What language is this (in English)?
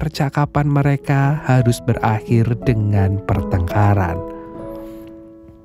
Indonesian